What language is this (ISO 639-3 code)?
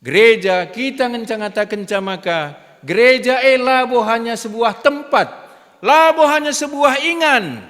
btx